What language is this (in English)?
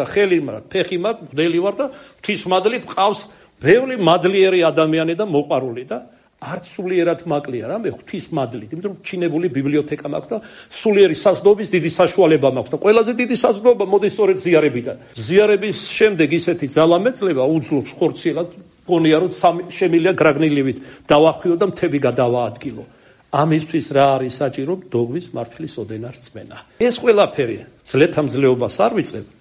Georgian